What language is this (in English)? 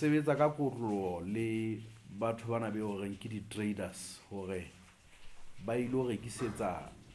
Southern Sotho